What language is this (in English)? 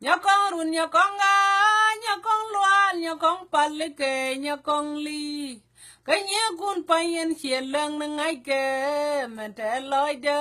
Nuer